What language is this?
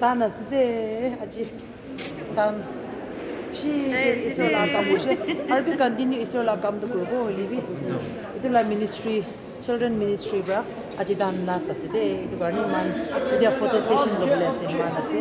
Naga Pidgin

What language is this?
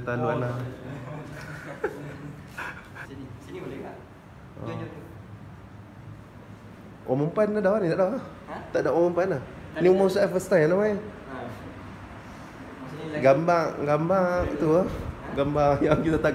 Malay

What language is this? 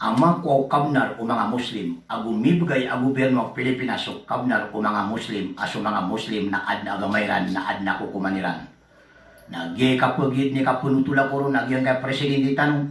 Maranao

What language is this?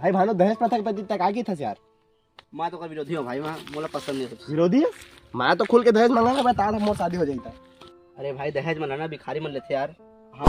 Chhattisgarhi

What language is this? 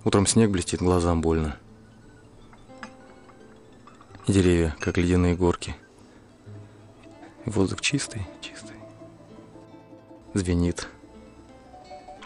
Russian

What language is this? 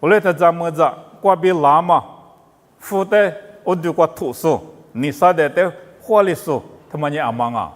Lisu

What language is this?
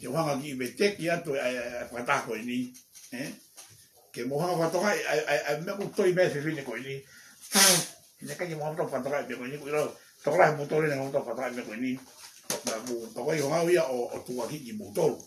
Tongan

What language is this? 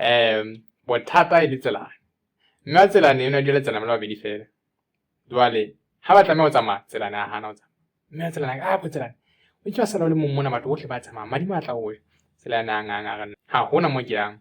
Southern Sotho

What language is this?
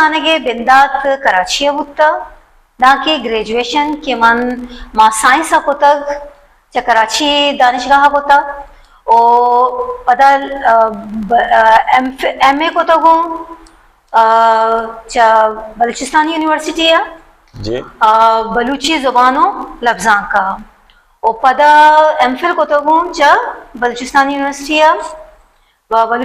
Baluchi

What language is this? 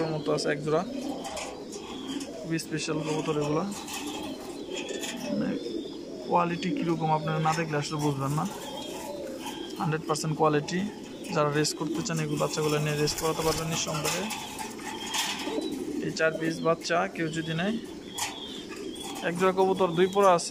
Bangla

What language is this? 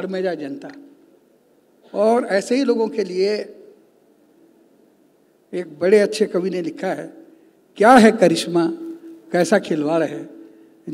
Hindi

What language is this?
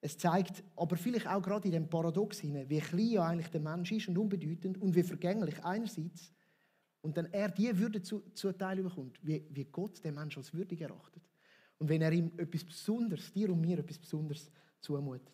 Swiss German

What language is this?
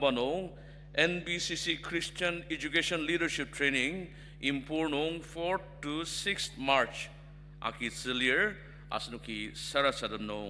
Ao Naga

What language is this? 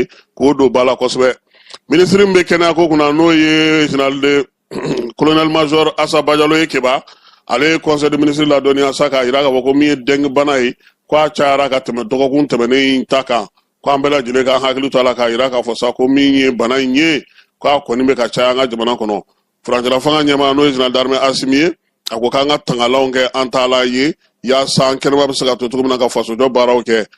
Bambara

